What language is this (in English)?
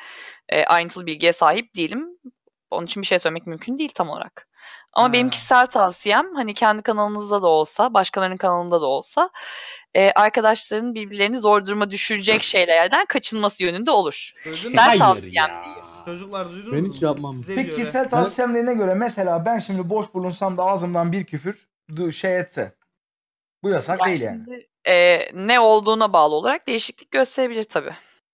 Turkish